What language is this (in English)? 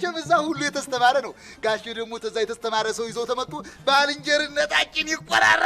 Amharic